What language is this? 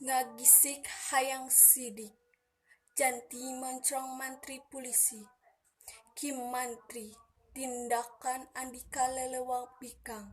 Sundanese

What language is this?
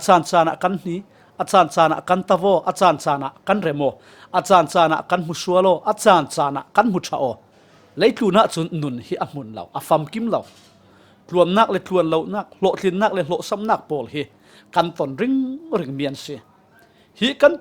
Falam Chin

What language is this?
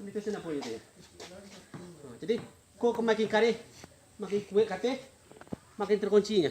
Minangkabau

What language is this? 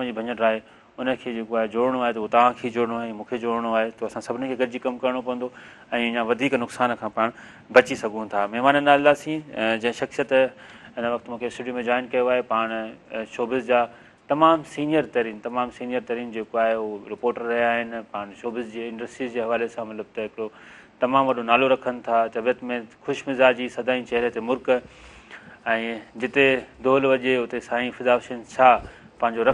Sindhi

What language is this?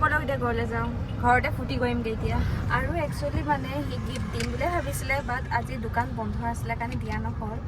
Assamese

